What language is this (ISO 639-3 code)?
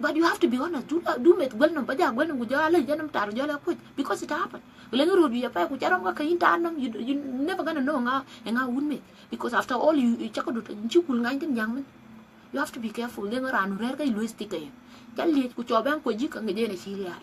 din